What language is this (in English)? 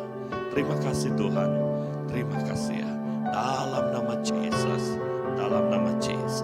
Iban